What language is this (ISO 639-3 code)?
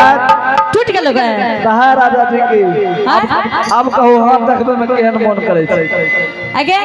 anp